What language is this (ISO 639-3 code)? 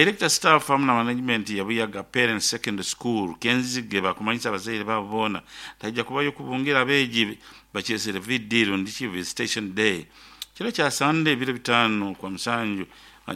nyo